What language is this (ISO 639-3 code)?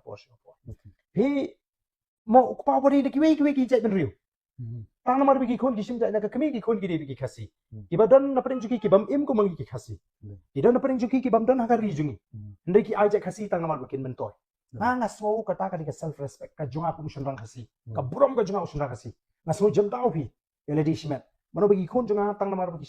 kha